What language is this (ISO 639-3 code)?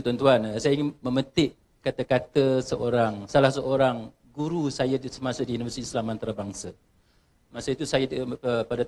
msa